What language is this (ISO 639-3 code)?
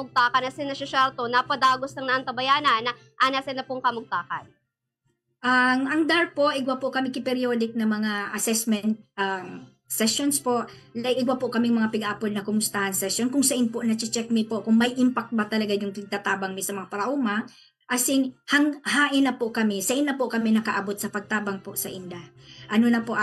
bik